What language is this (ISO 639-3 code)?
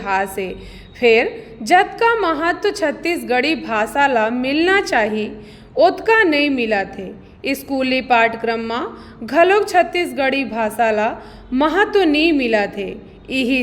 hne